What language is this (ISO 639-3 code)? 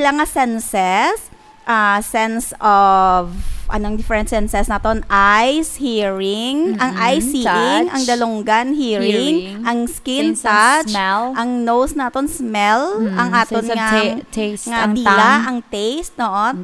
hil